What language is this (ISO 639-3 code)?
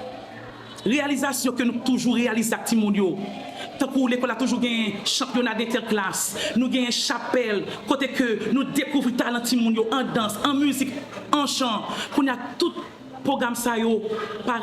hat